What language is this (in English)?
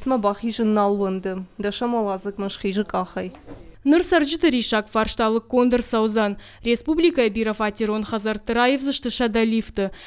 Ossetic